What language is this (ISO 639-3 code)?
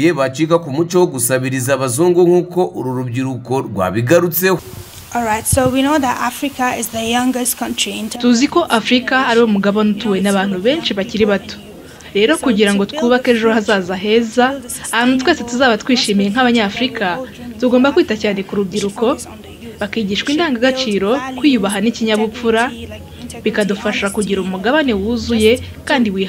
kin